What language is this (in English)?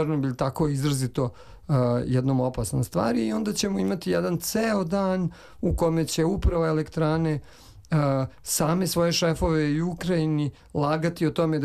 Serbian